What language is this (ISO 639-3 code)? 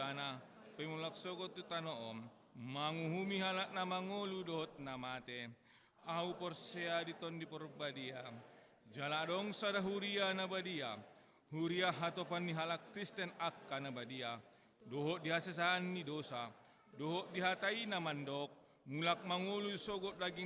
bbc